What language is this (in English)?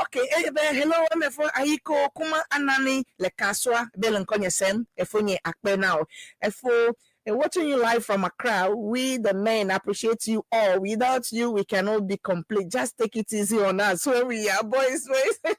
Ewe